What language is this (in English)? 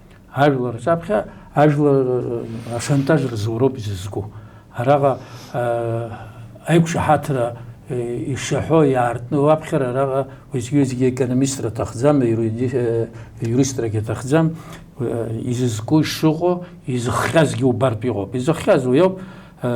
Abkhazian